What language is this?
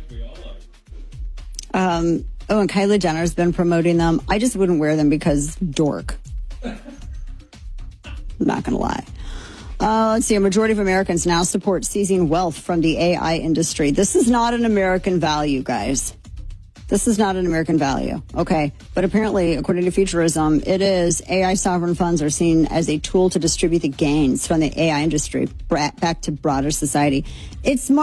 English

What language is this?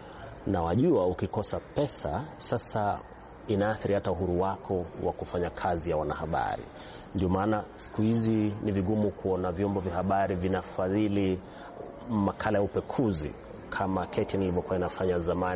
Swahili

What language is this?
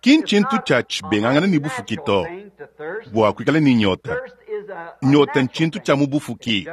Luba-Lulua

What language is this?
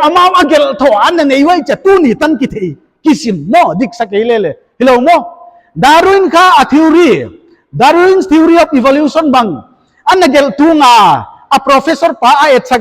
Paite Chin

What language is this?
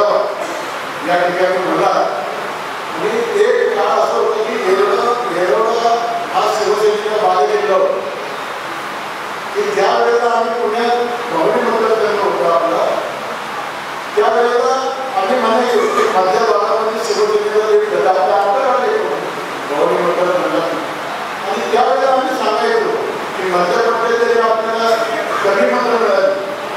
Marathi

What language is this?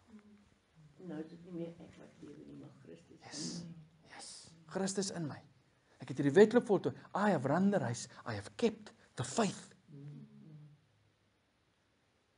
Afrikaans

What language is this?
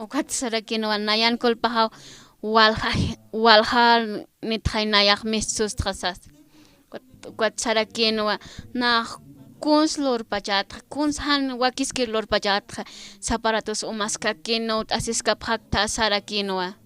Aymara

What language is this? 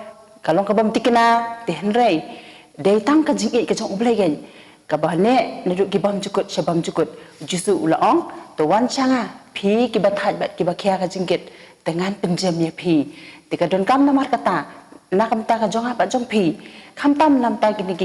Khasi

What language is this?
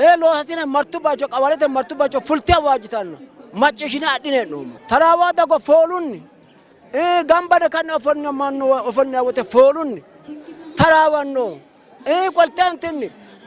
Sidamo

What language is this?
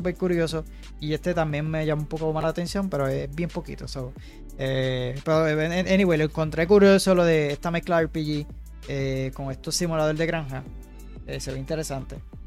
Spanish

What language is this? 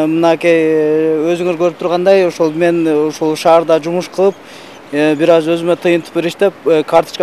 Kyrgyz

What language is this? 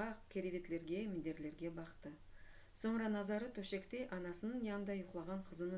Crimean Tatar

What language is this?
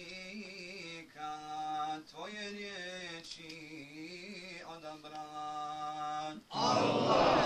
Bosnian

